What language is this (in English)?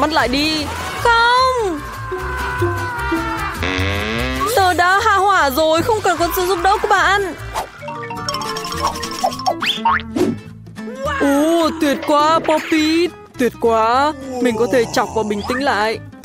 Vietnamese